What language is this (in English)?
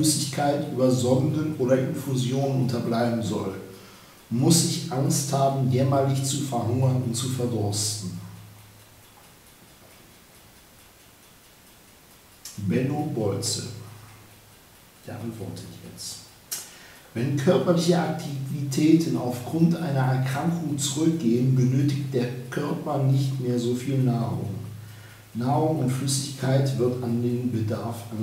German